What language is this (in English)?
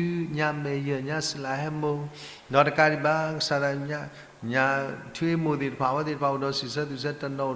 S'gaw Karen